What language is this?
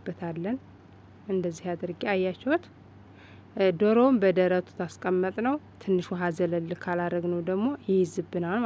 Amharic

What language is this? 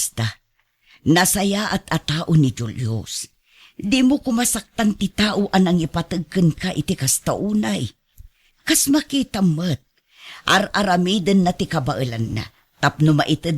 Iloko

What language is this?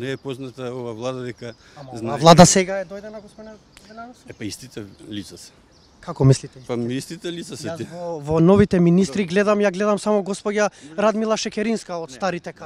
Macedonian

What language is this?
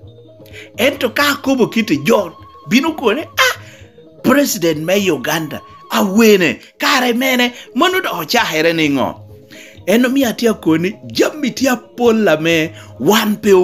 Lango (Uganda)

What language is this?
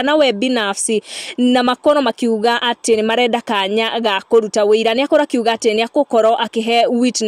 Kikuyu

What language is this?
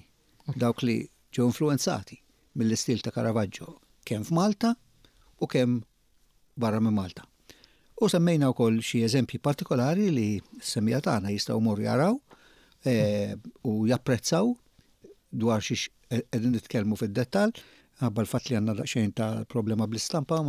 Maltese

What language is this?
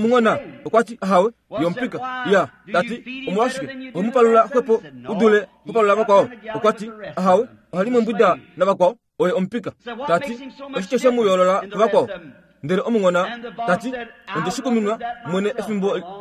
Kuanyama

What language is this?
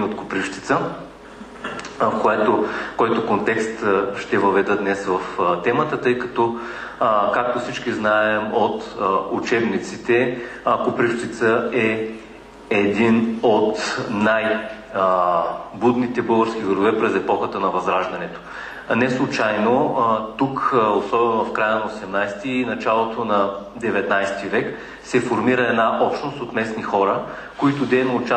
Bulgarian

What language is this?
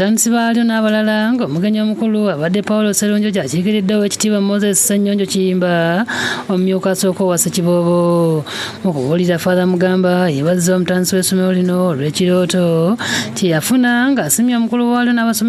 Ganda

